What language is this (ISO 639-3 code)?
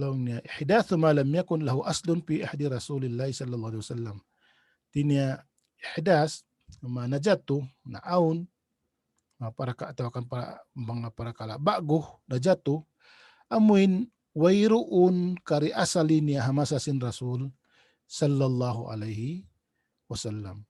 tsg